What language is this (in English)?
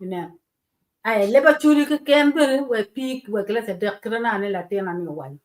Acoli